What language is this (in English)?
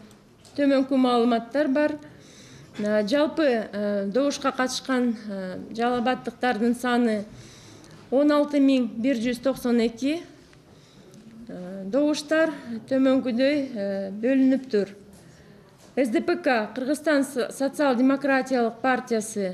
Kyrgyz